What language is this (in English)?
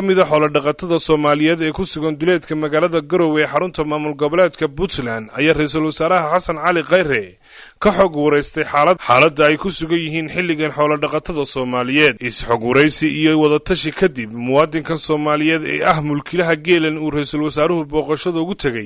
Somali